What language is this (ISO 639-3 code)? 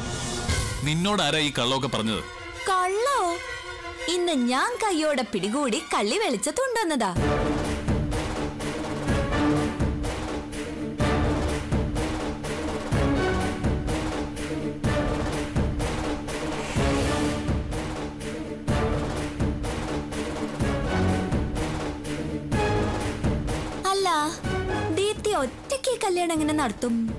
mal